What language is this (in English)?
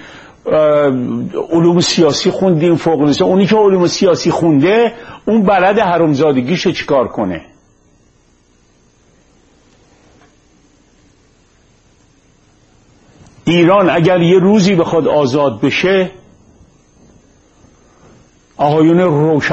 Persian